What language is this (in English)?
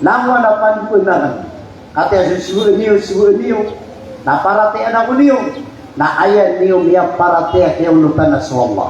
Maranao